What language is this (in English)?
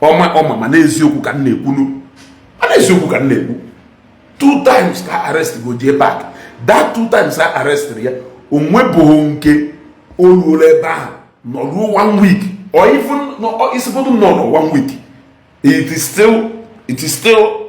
Igbo